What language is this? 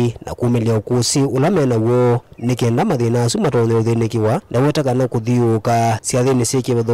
Kamba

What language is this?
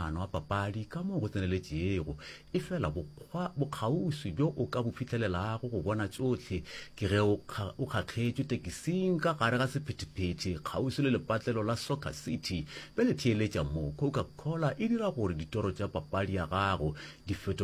Northern Sotho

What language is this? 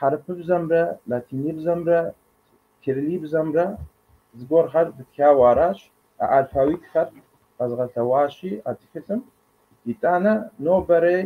Kabardian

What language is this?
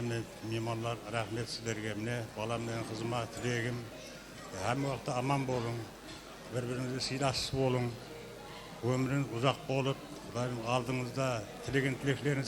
Kara-Kalpak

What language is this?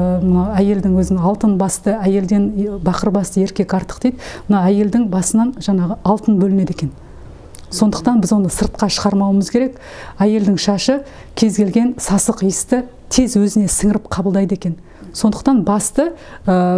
Kazakh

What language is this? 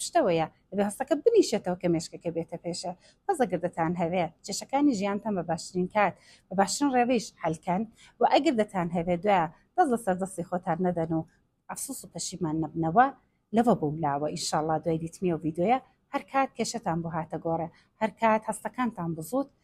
Central Kurdish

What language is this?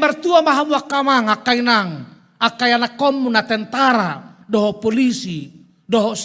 Batak Toba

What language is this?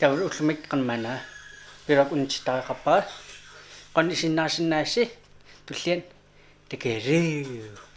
Kalaallisut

